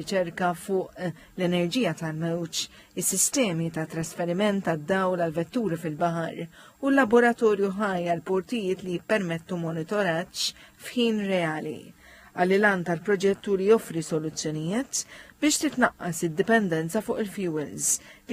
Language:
Maltese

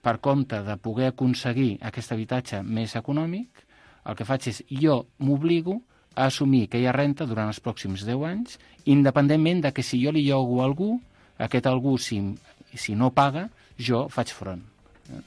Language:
Catalan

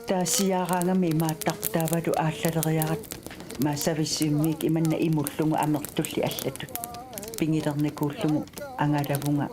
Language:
Kalaallisut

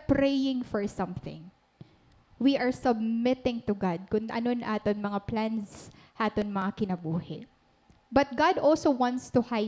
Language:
Waray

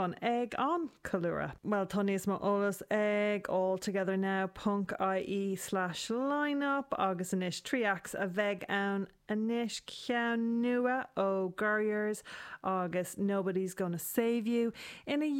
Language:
Irish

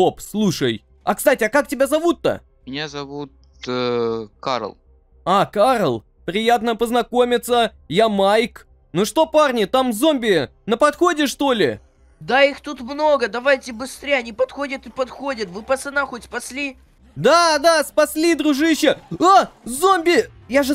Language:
Russian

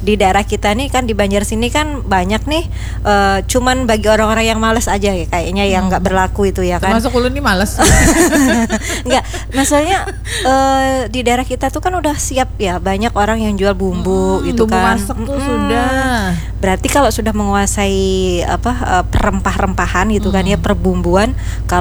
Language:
Banjar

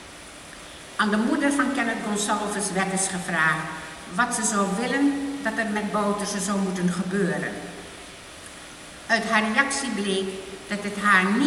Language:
Dutch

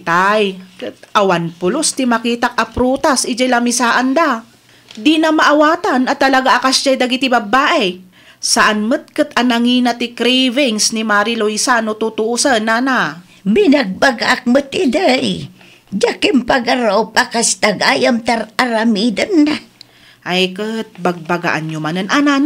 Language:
Iloko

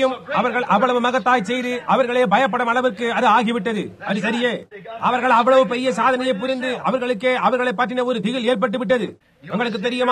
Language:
Tamil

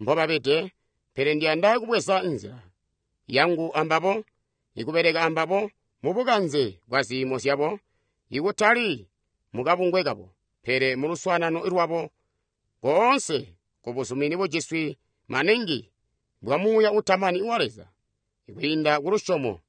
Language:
Tonga (Zambia)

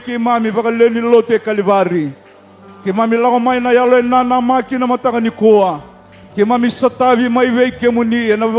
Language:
Fijian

